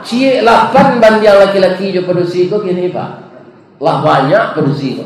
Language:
Minangkabau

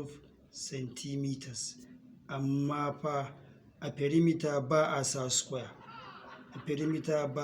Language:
Hausa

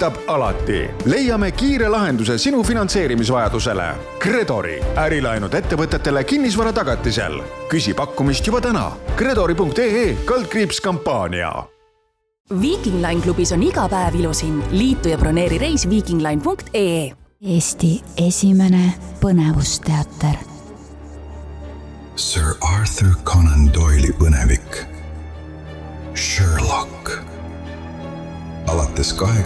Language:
Estonian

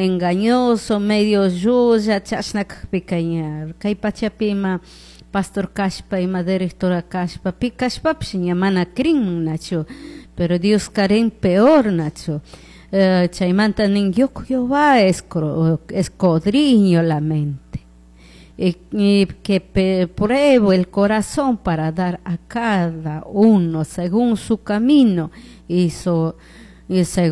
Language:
Chimborazo Highland Quichua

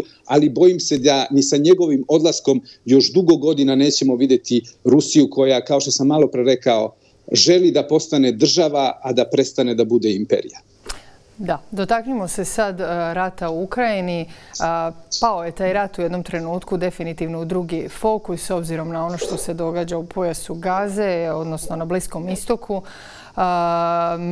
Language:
Serbian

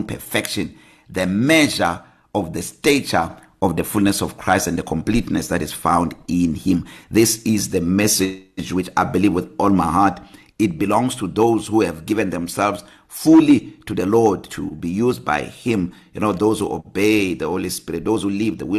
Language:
English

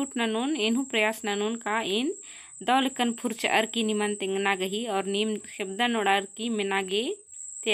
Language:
Kurukh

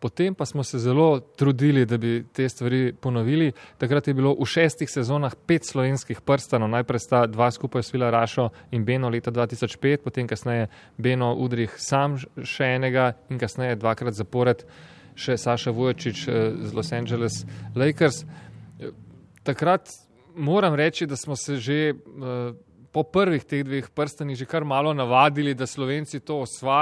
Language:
Slovenian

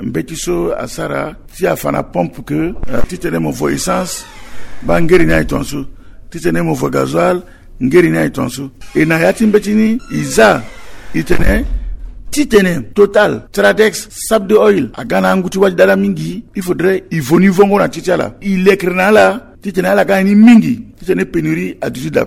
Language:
Sango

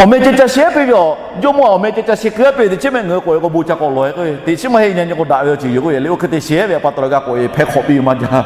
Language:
Lahu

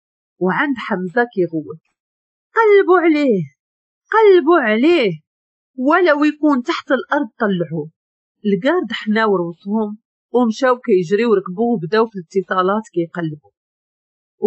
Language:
Moroccan Arabic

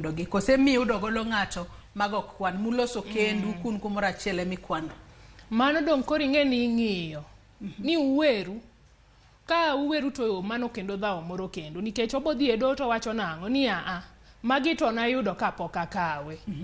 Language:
Luo (Kenya and Tanzania)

